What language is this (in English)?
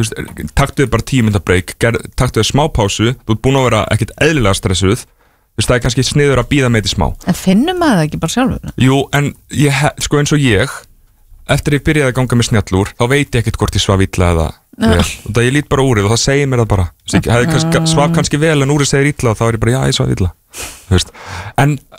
Icelandic